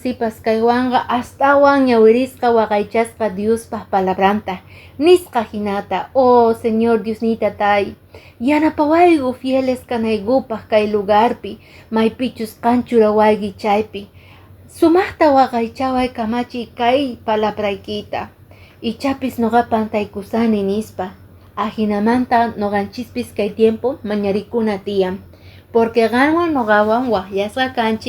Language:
Quechua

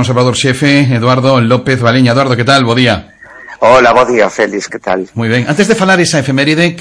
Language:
Galician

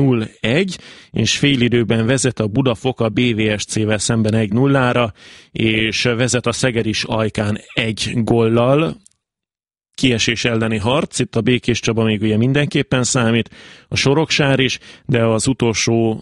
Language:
Hungarian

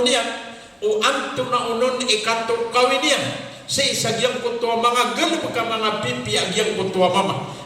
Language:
Maranao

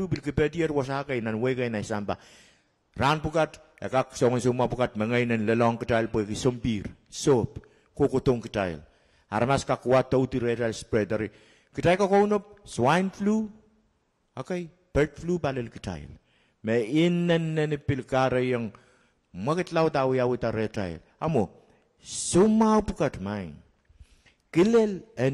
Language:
Pohnpeian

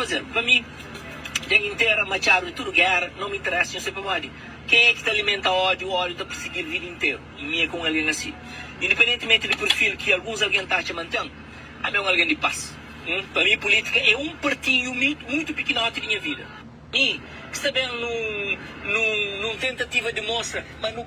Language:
Kabuverdianu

